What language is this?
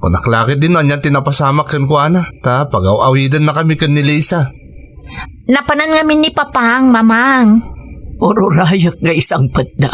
Iloko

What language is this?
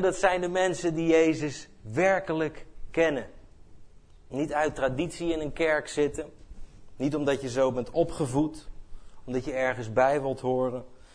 Dutch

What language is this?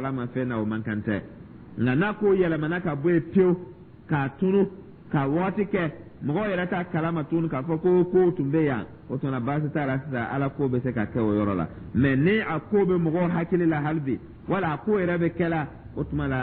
Dyula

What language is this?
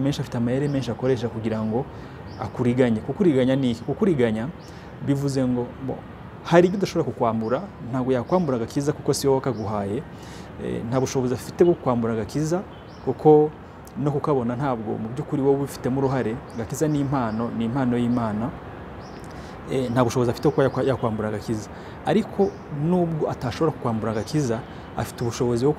Kinyarwanda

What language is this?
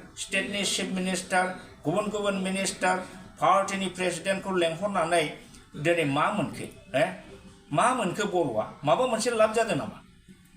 Bodo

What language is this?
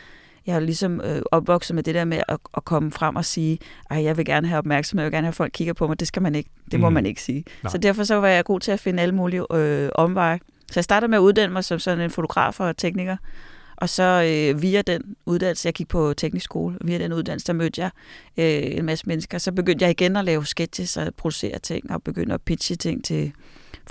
Danish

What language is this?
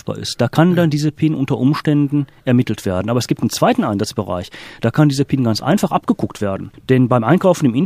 German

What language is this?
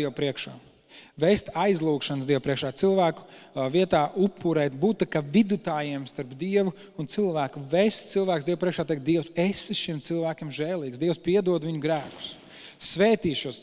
Latvian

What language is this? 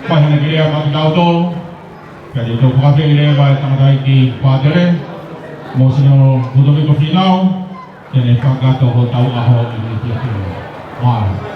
Tongan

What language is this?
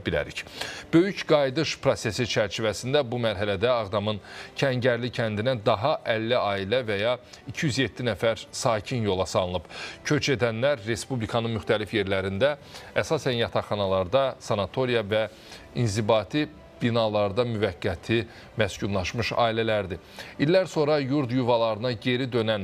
Azerbaijani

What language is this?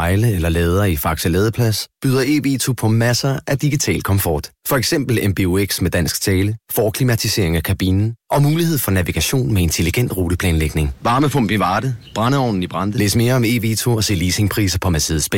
Danish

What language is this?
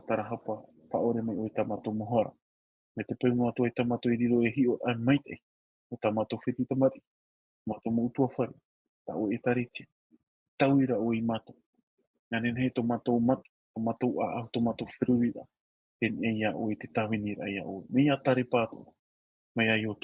Tahitian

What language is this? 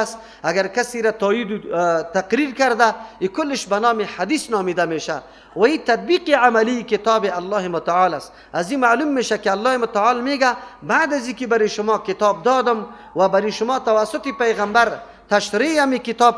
Persian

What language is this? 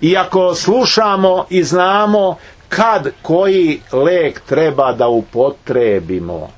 Serbian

